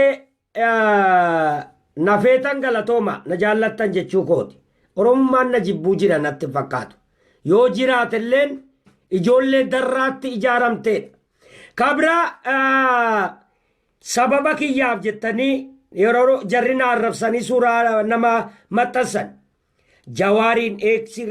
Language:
Oromo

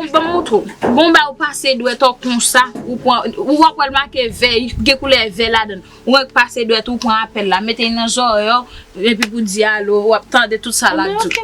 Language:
Haitian Creole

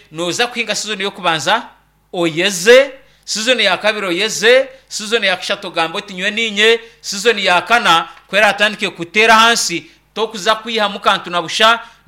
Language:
Nyankole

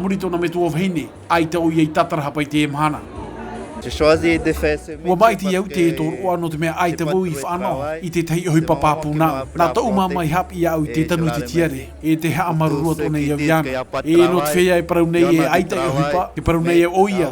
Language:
Tahitian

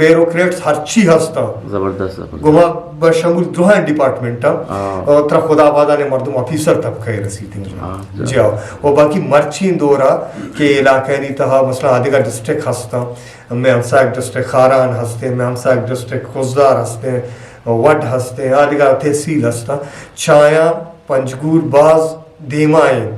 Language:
Eastern Balochi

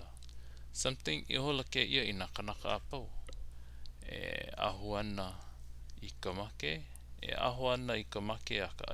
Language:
Hawaiian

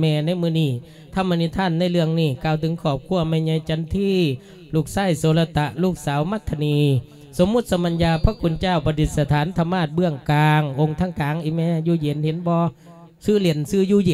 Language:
Lao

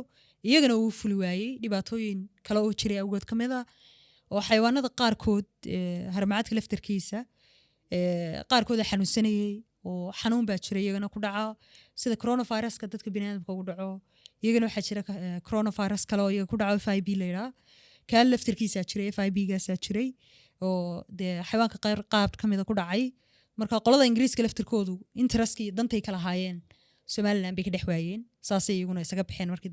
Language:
Somali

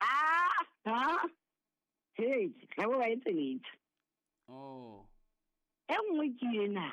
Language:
Southern Sotho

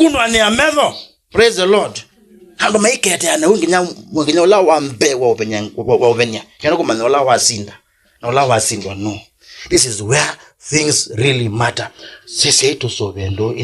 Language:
Kamba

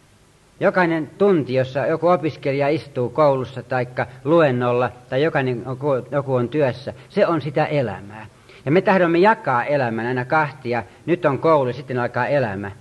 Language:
Finnish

